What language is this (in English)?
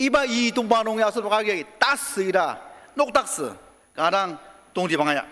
Ao Naga